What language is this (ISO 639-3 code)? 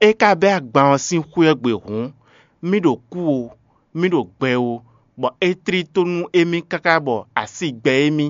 fon